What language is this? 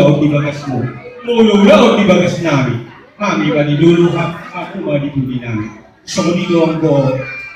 Batak Toba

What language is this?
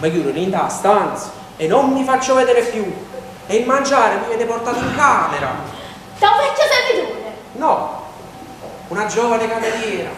Neapolitan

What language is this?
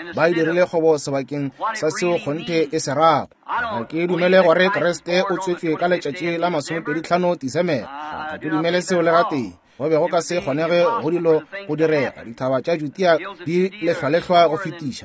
Northern Sotho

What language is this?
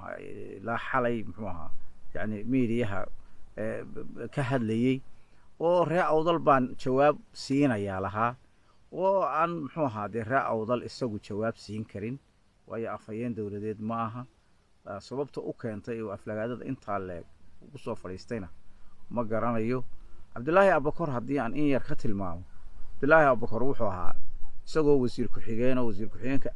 Somali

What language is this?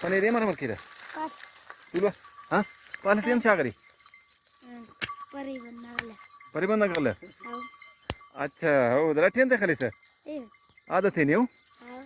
Brahui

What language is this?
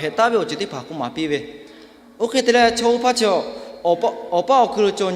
Lahu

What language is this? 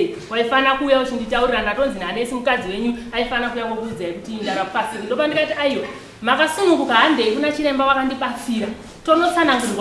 Shona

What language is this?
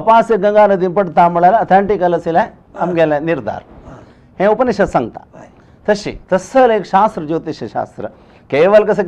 Konkani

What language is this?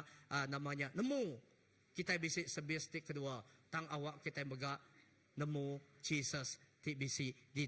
Iban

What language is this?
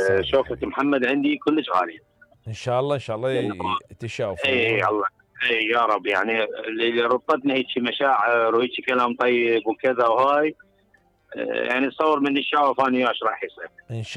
Mesopotamian Arabic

